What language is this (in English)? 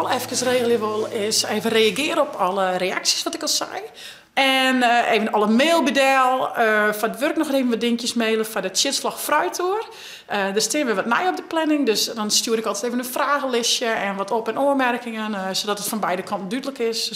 Western Frisian